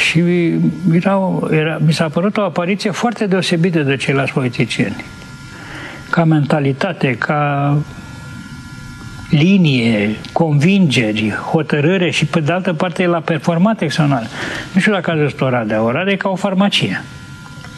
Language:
Romanian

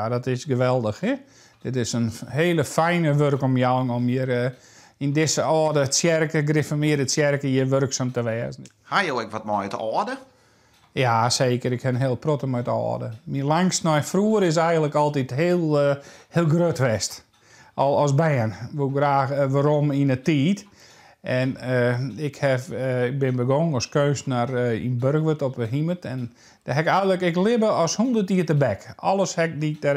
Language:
Western Frisian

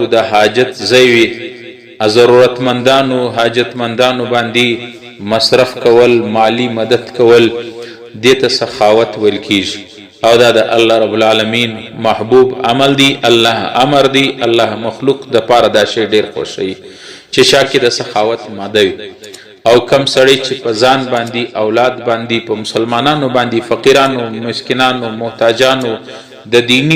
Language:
Pashto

